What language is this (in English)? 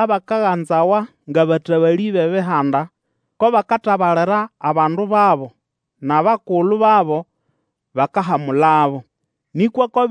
Nande